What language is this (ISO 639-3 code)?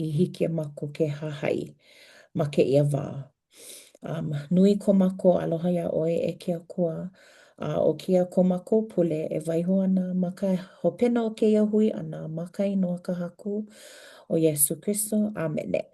haw